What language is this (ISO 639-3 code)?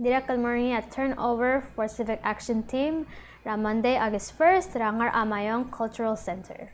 pau